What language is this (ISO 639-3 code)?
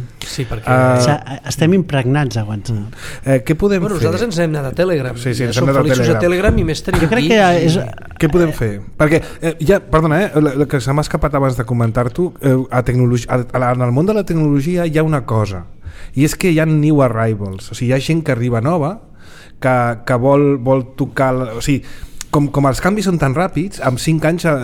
cat